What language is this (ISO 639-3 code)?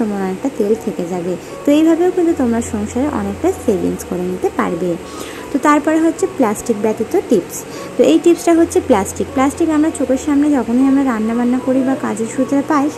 ben